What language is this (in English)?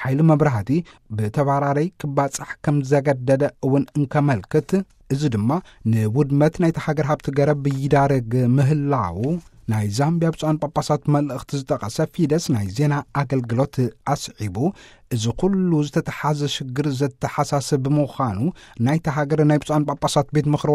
Tigrinya